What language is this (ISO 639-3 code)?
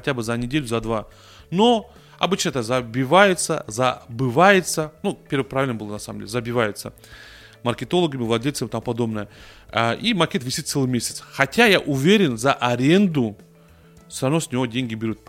rus